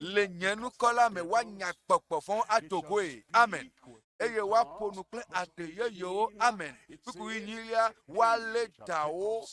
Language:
Ewe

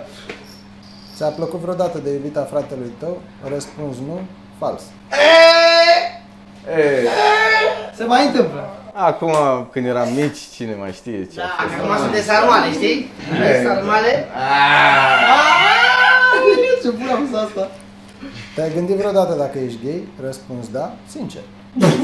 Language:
Romanian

